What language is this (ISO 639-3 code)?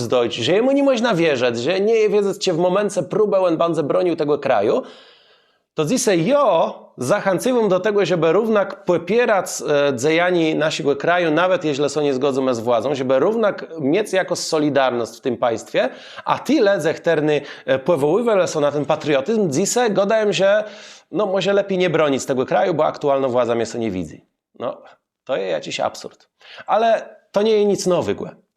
csb